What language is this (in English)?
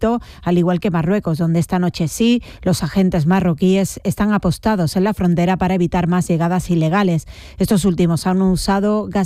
Spanish